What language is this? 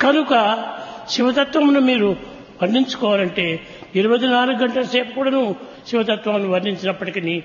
Telugu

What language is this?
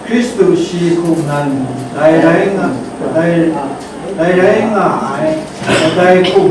Kachin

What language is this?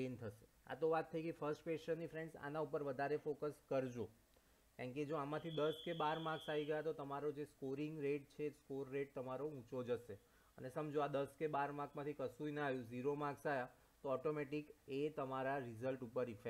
Gujarati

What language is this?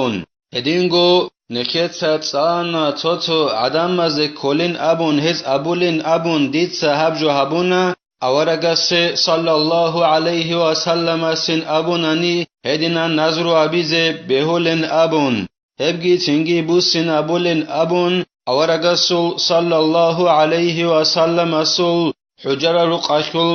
Avaric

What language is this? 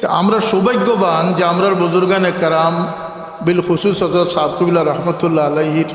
Sylheti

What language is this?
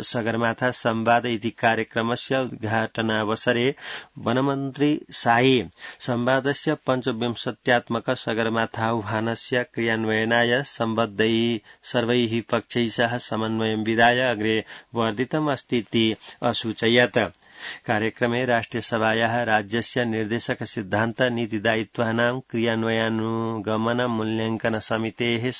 Sanskrit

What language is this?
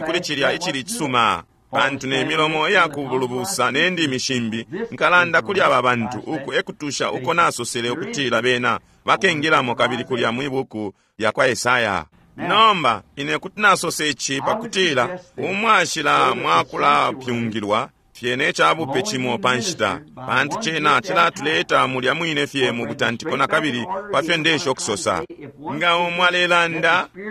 Bemba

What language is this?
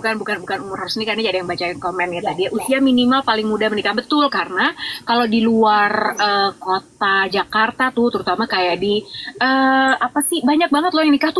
Indonesian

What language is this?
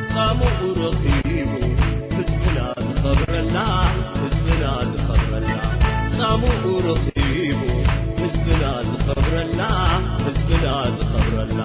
Tigre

